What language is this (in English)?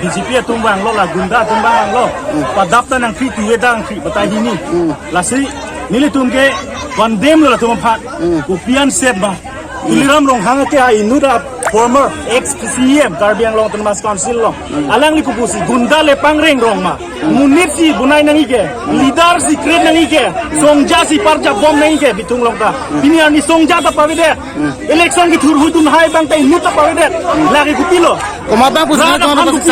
Karbi